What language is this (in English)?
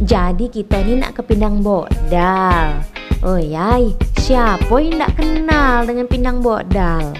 Musi